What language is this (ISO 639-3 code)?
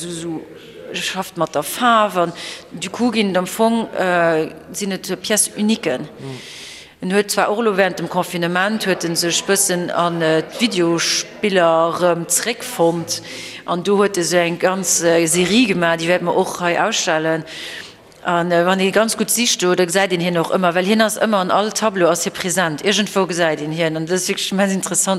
ltz